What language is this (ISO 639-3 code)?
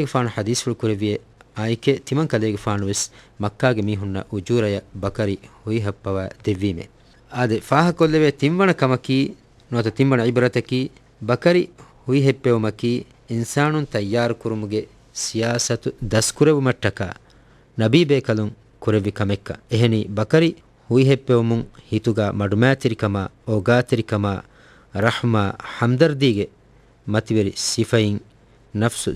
div